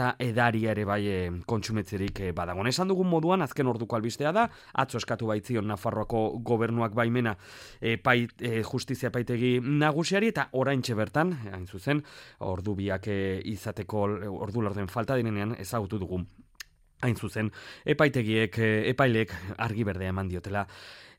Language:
Basque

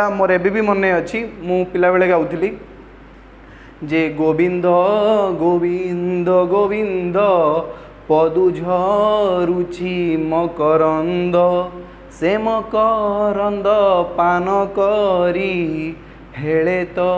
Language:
Odia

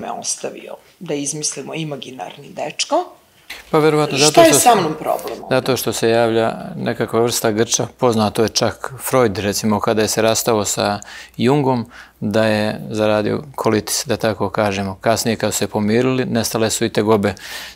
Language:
Serbian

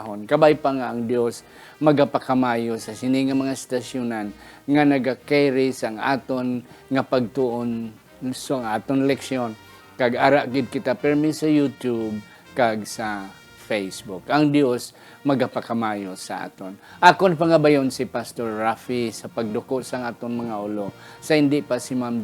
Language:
Hiligaynon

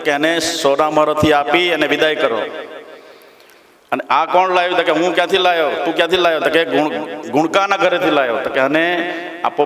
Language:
Gujarati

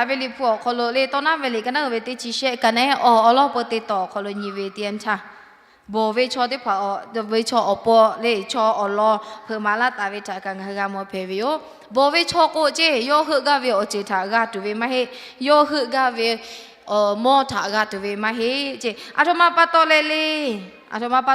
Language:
Lahu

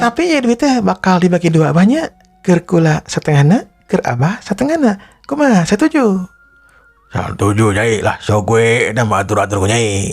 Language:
Sundanese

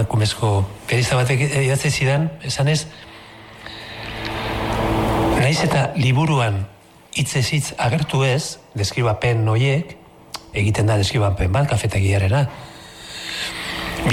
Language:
Basque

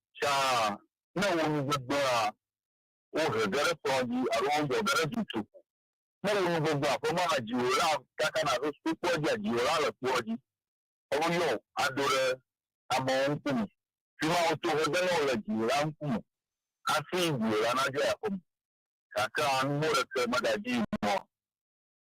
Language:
Ewe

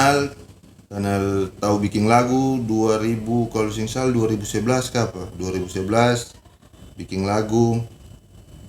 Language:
Ambonese Malay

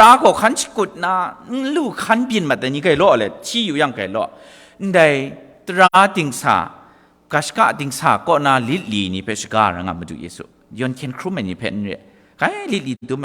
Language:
Kachin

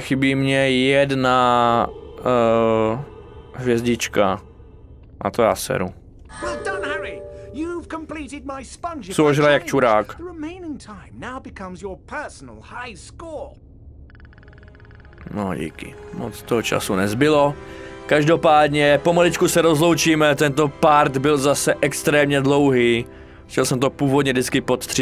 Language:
Czech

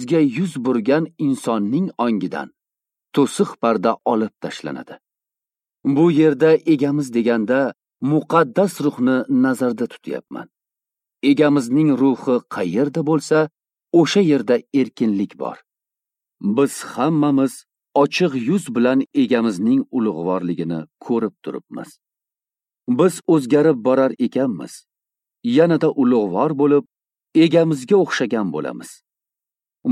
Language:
Uzbek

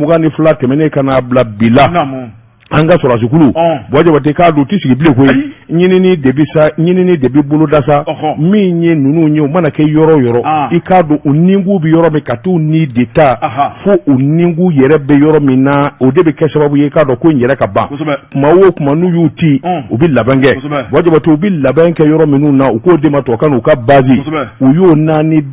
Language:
Bambara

